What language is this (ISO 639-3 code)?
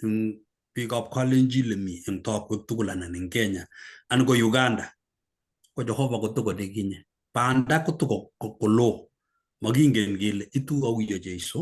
kln